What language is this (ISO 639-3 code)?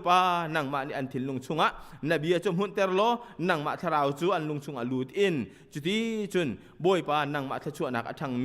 cnh